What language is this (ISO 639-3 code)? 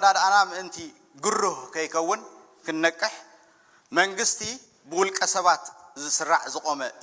tir